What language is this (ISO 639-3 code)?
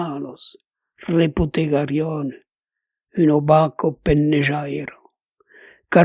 oci